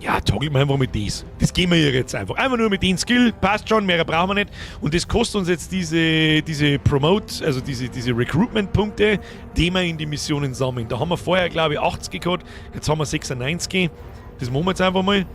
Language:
Bavarian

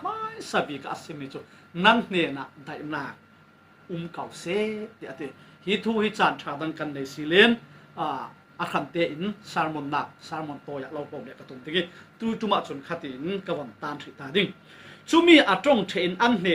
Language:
Falam Chin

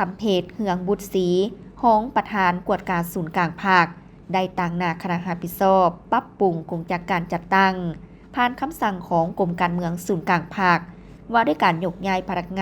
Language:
Lao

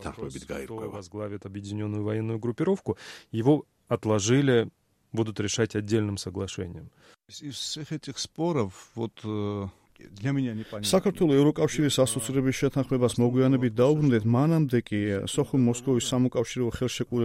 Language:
Georgian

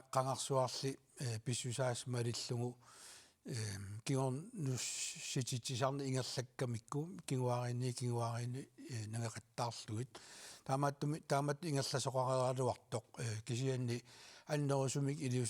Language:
Kalaallisut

